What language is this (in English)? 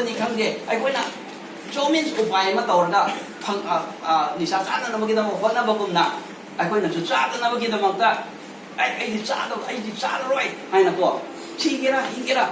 Manipuri